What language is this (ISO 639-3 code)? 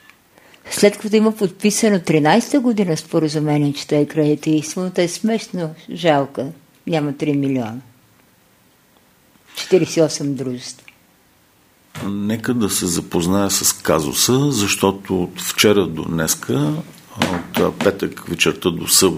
bul